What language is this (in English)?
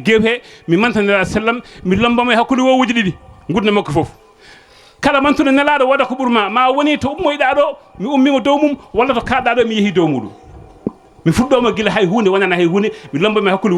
Fula